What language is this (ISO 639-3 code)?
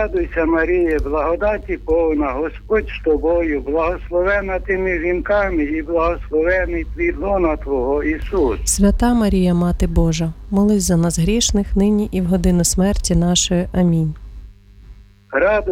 ukr